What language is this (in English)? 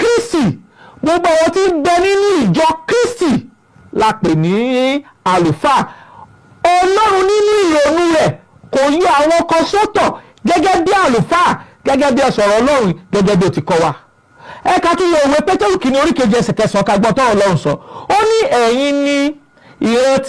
Yoruba